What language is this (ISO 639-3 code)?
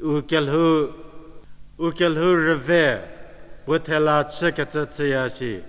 njm